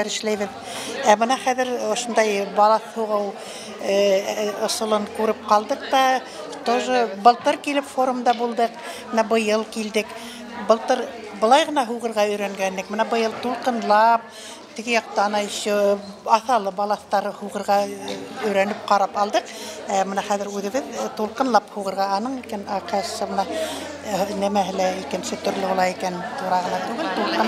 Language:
Bashkir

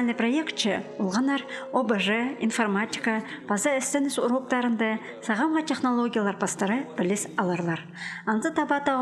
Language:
Khakas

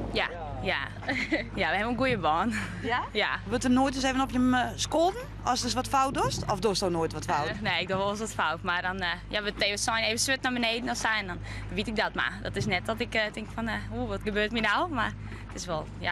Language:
Western Frisian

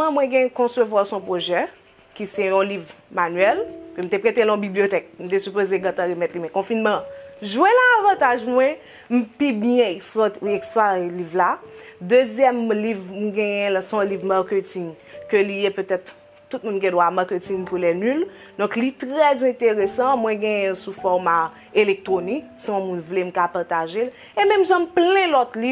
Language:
Haitian Creole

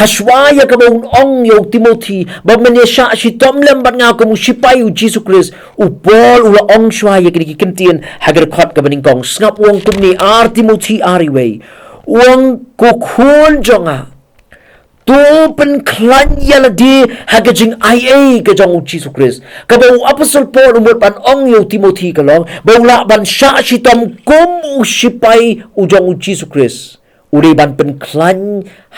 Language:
Khasi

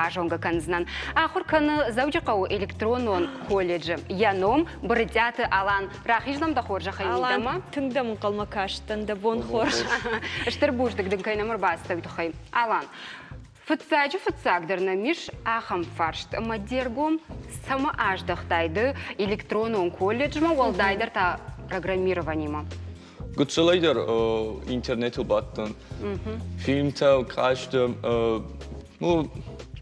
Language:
Ossetic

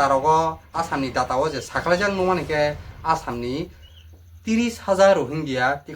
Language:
Kok Borok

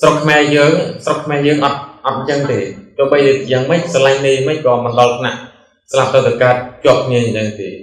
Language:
Khmer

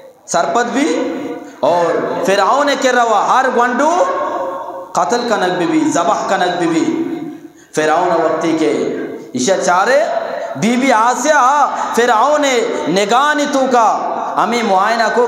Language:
Eastern Balochi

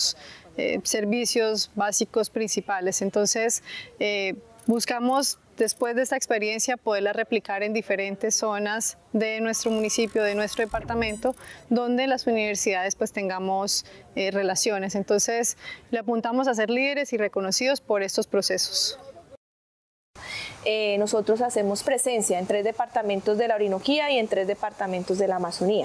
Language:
Spanish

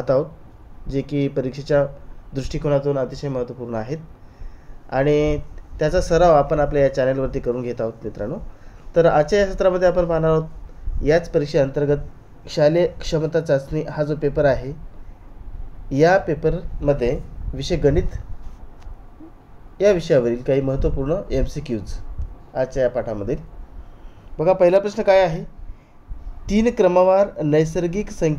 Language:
Marathi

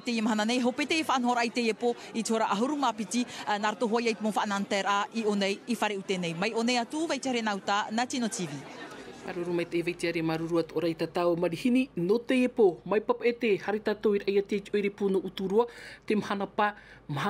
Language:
Tahitian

